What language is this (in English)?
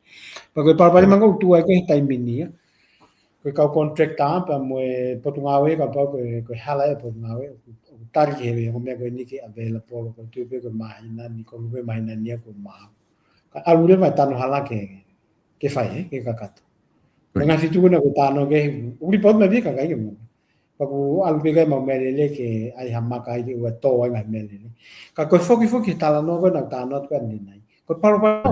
Tongan